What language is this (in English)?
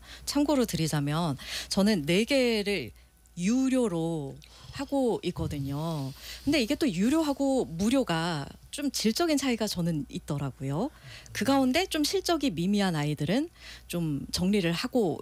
Korean